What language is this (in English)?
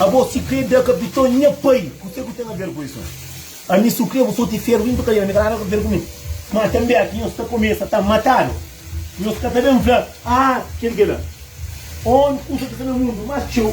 Kabuverdianu